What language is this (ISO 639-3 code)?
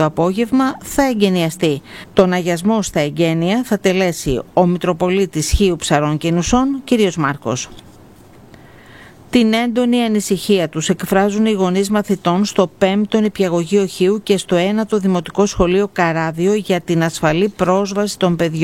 ell